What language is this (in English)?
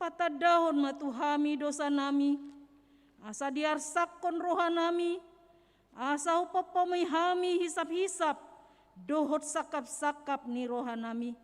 Batak Toba